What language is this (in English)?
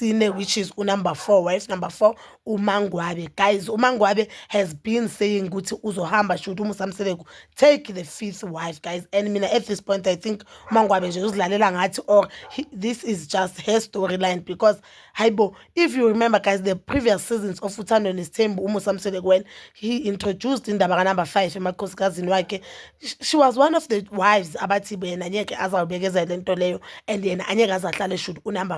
Zulu